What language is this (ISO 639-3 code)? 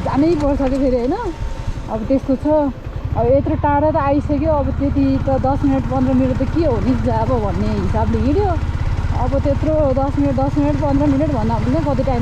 nep